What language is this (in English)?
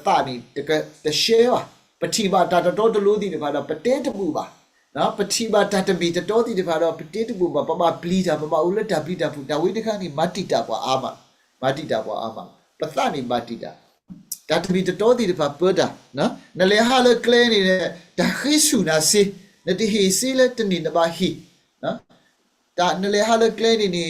S'gaw Karen